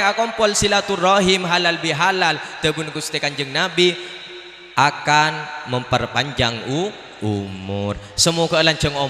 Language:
Madurese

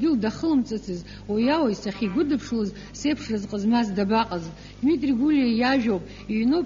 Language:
Abkhazian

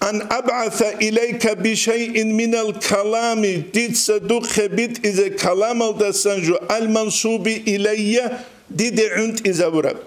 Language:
Avaric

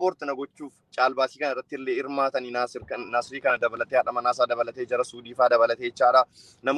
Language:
Oromo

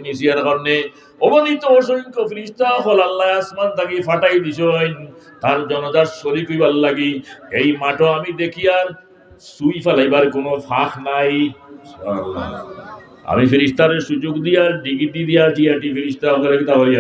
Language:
Sylheti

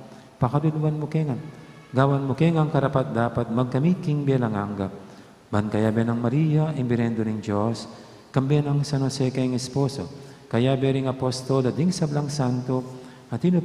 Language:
Pampanga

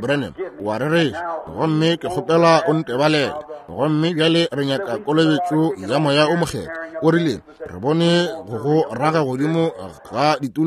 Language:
Northern Sotho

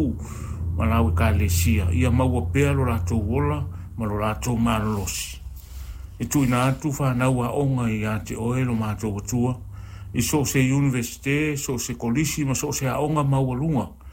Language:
Samoan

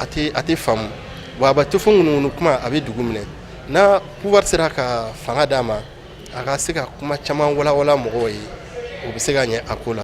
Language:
Bambara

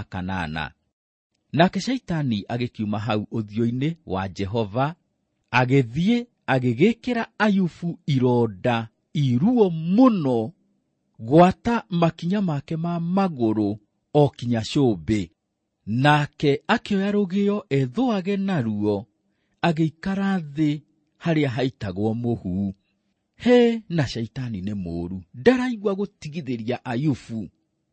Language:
Kikuyu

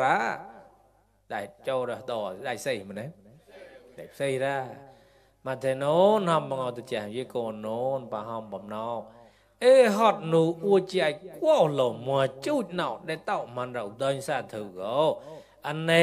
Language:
Mon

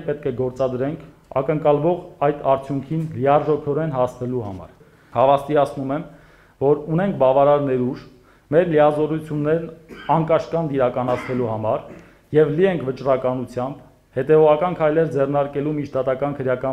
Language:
Armenian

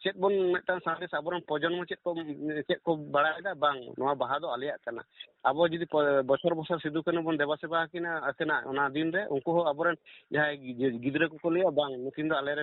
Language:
Santali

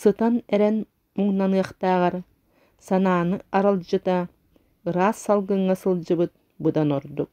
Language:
Yakut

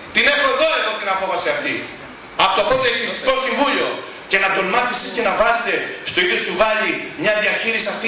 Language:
Greek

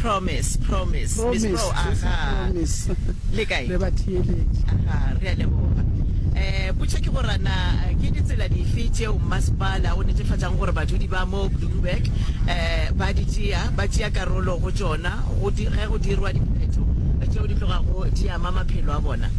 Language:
Northern Sotho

